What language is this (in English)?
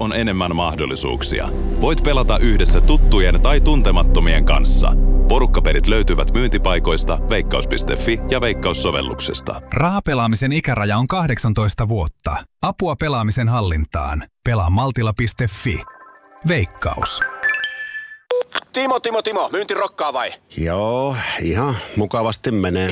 Finnish